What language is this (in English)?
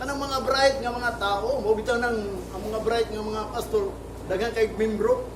Cebuano